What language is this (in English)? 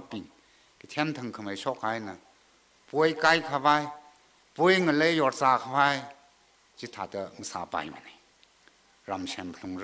Tangkhul Naga (India)